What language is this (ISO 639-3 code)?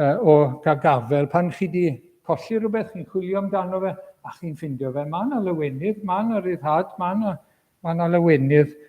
cym